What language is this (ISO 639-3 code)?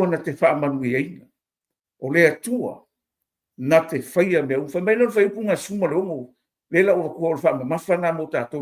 smo